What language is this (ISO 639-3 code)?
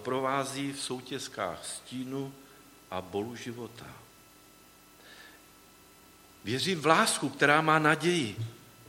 ces